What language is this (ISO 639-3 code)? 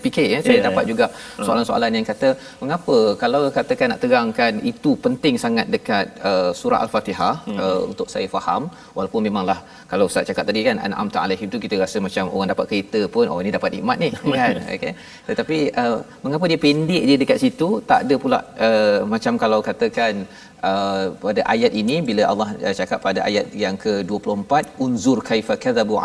msa